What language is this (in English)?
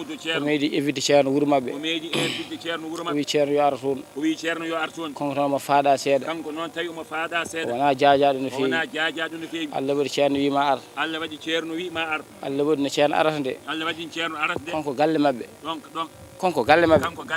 Fula